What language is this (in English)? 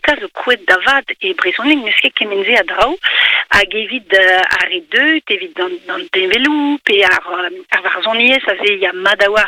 Breton